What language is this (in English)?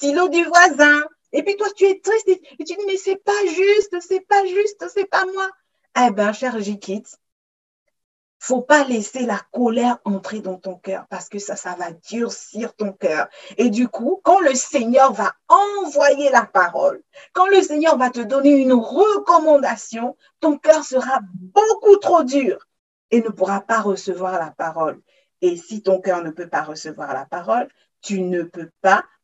French